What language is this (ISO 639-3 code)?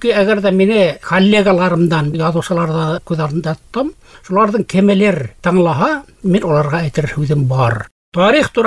bak